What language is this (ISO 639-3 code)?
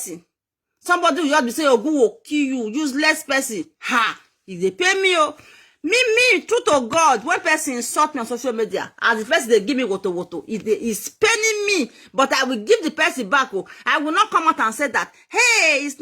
pcm